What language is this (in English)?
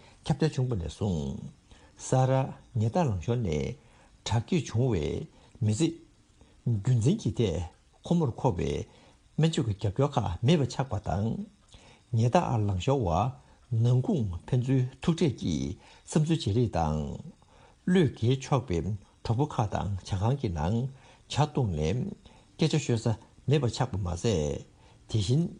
Tibetan